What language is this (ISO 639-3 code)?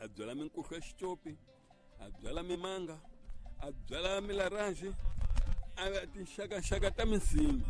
tso